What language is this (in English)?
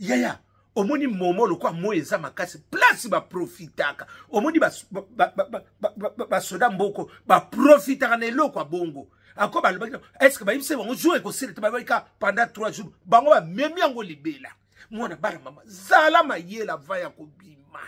Lingala